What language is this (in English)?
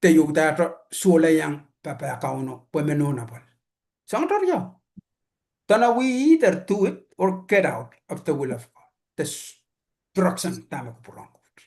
Pohnpeian